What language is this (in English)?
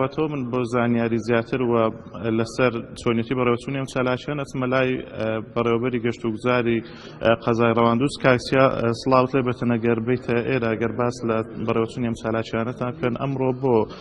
Central Kurdish